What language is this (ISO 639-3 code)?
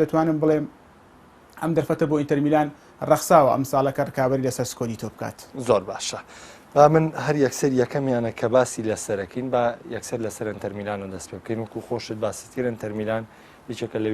ckb